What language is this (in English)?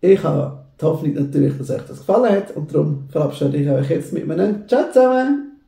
Swiss German